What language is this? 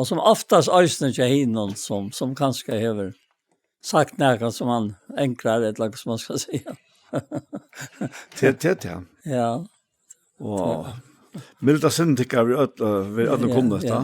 Faroese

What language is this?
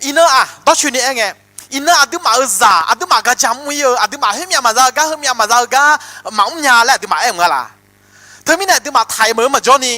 Akha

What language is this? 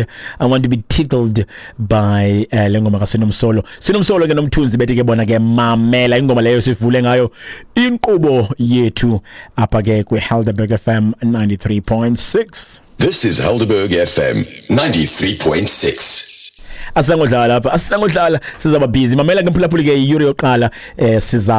Xhosa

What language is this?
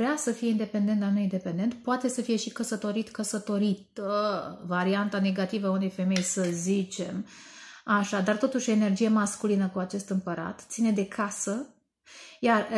Romanian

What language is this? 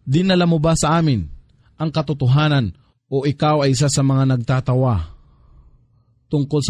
Filipino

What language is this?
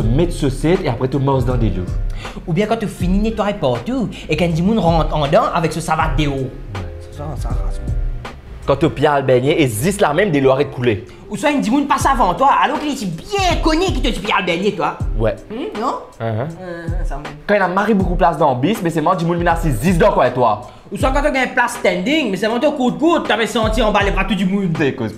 Morisyen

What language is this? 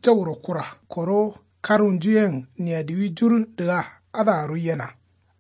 Kanuri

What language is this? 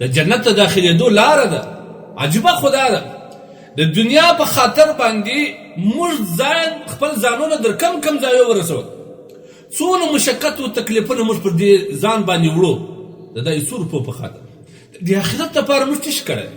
Pashto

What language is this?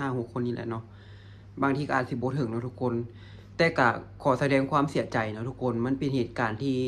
Lao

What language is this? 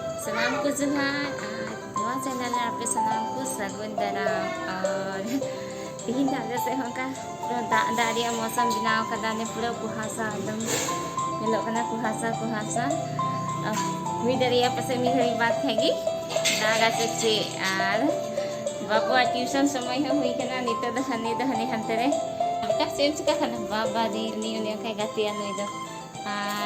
Santali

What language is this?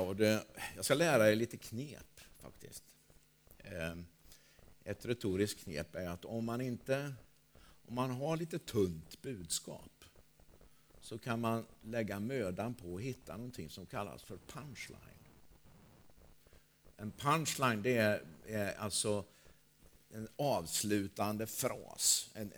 Swedish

